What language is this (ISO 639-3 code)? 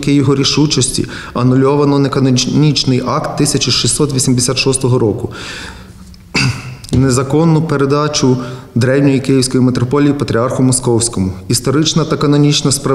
ukr